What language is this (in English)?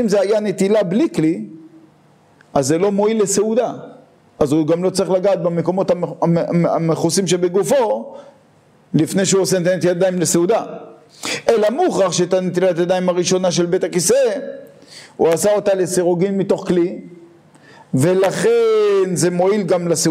Hebrew